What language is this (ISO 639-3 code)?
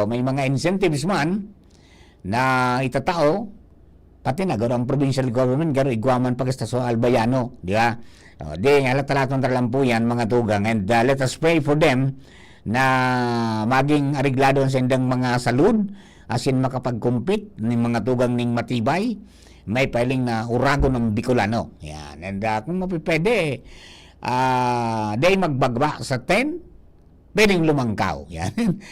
bik